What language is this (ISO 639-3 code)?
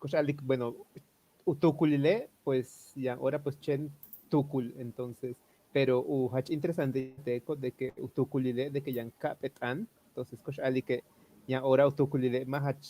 yua